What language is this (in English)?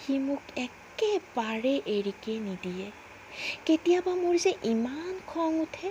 Assamese